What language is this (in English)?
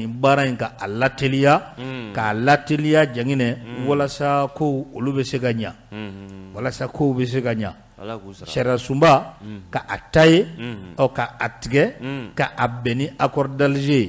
Bambara